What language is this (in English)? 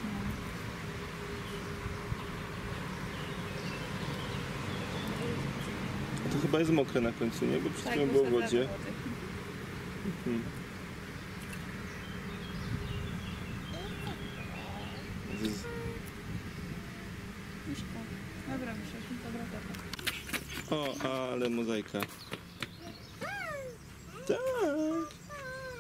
Polish